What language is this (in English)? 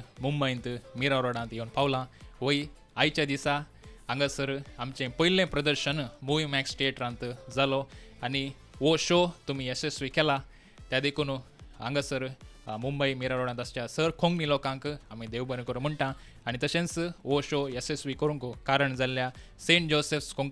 Konkani